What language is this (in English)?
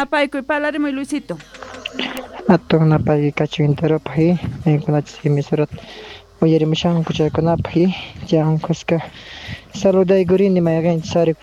South Bolivian Quechua